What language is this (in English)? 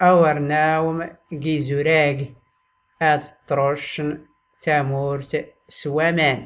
Tachelhit